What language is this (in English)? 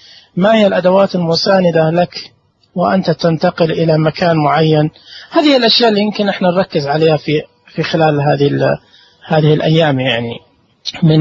Najdi Arabic